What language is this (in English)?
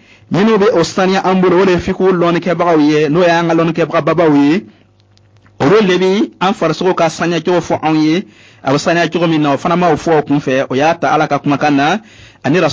Bambara